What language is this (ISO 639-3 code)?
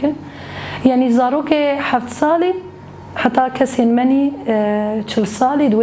kur